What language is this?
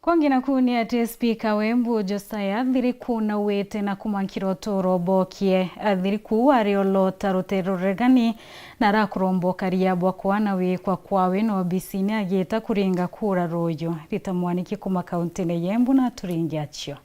Meru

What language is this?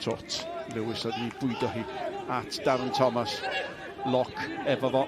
Welsh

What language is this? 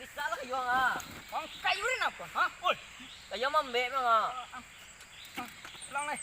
Minangkabau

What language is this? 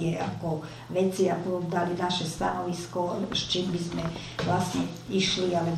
Slovak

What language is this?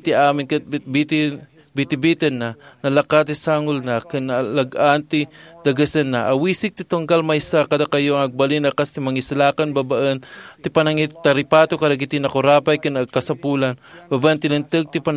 Iloko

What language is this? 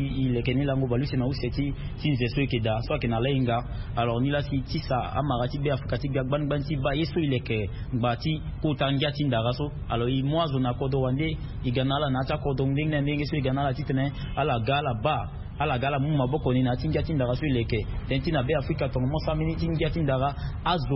Sango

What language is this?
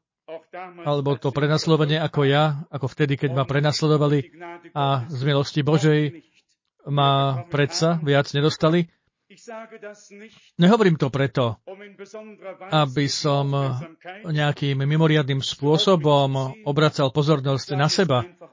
Slovak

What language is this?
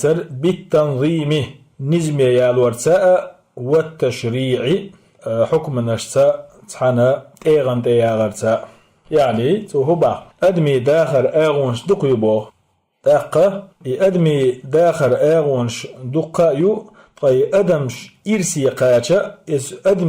Chechen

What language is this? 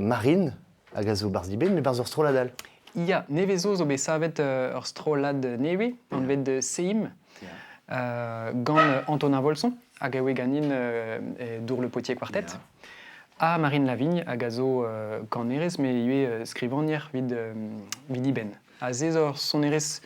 Breton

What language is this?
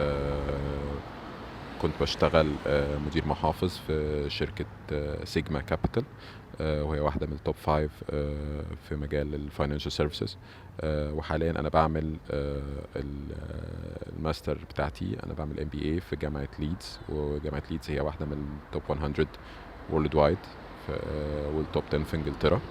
Egyptian Arabic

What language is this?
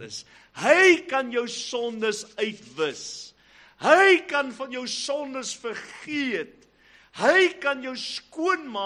Afrikaans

